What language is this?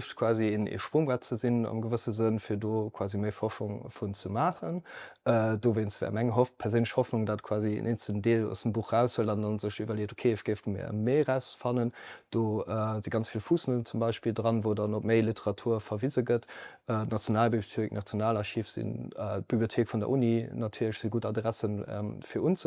Luxembourgish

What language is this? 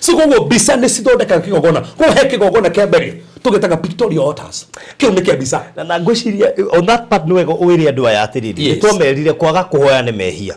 Kikuyu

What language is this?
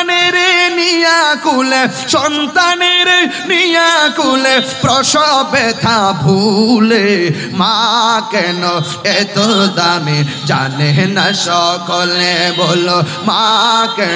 Bangla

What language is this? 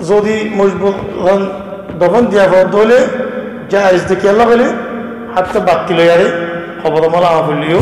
Rohingya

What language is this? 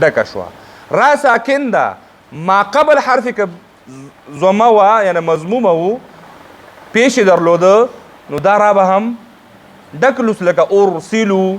Pashto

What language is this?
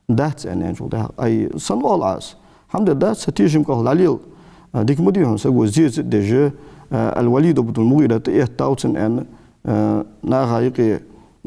Ingush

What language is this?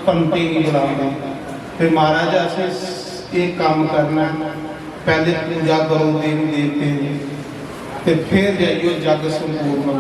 Dogri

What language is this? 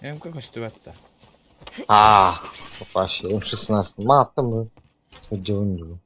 Yakut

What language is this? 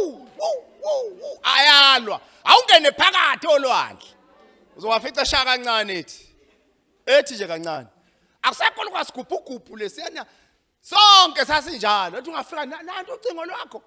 Zulu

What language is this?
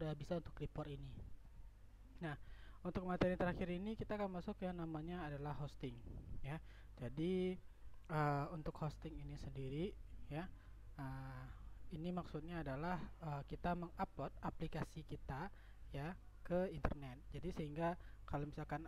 Indonesian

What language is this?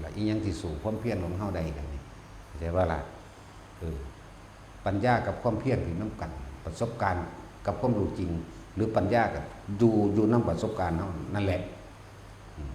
Northeastern Thai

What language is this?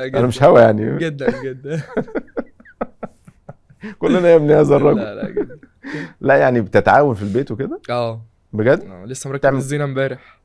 Egyptian Arabic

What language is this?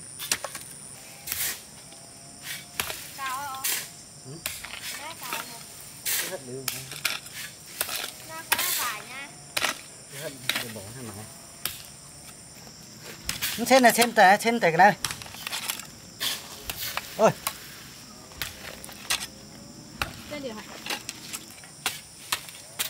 Vietnamese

